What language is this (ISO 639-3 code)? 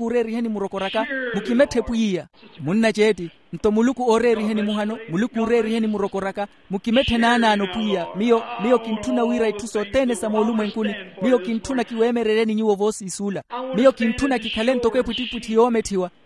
vmw